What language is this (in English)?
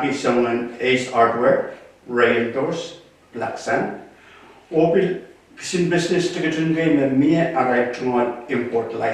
Pohnpeian